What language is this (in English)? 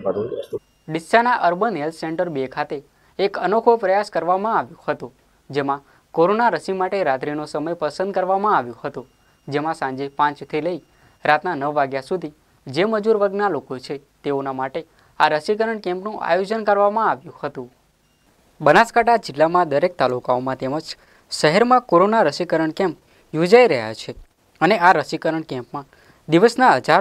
Gujarati